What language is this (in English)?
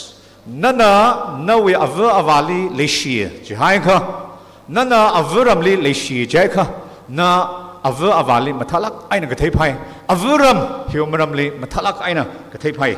Tangkhul Naga (India)